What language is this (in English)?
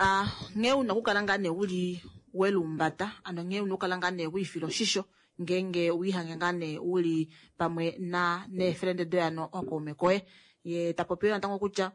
Kuanyama